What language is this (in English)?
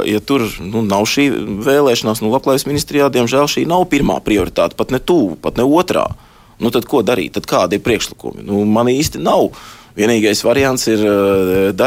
Latvian